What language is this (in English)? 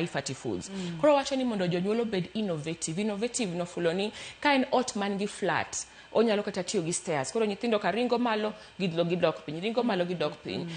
Luo (Kenya and Tanzania)